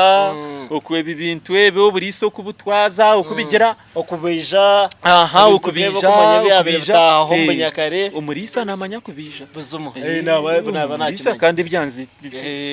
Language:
Nyankole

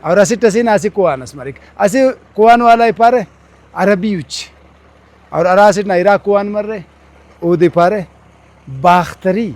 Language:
Brahui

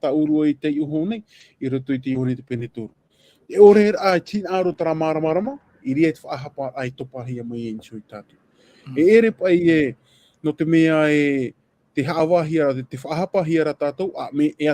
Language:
Tahitian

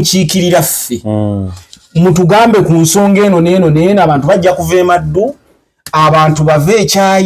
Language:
Ganda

